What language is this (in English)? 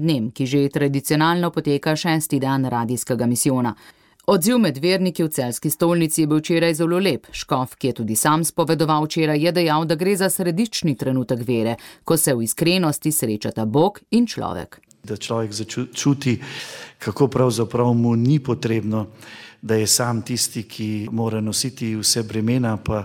Slovenian